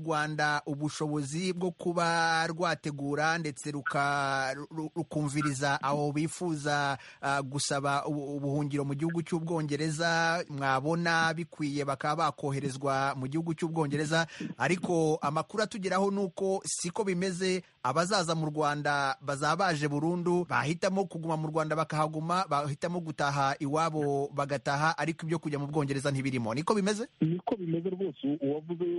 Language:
Kinyarwanda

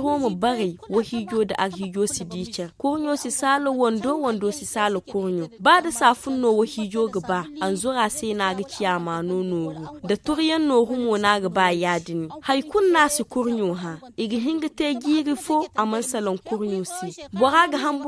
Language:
Zarma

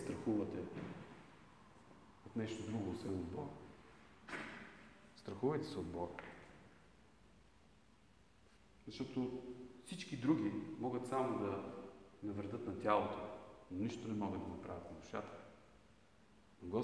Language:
Bulgarian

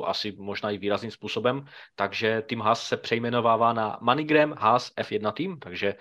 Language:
Czech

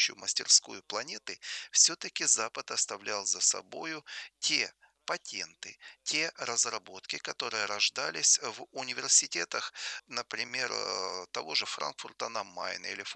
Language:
Russian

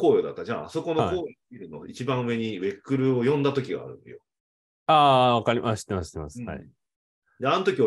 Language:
Japanese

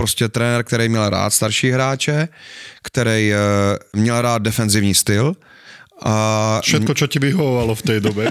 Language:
Czech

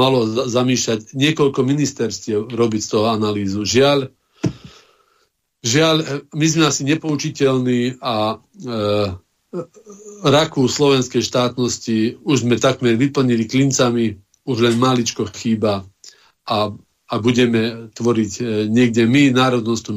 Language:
Slovak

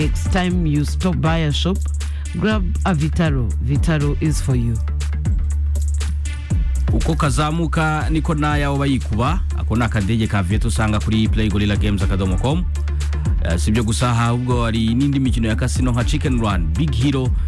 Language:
Kinyarwanda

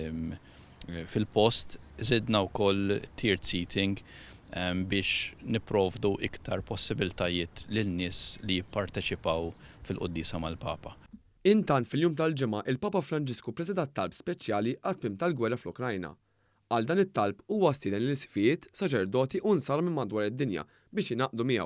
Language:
Maltese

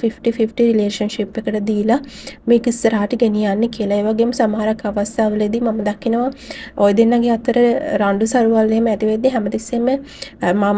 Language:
Sinhala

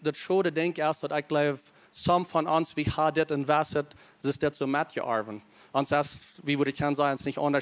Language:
Plautdietsch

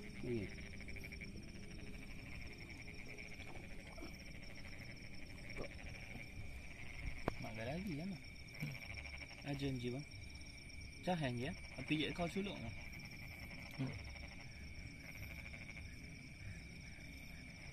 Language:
Malay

